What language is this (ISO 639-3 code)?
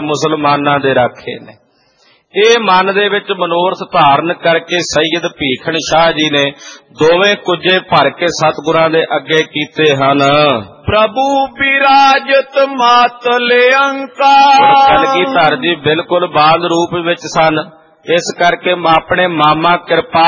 pan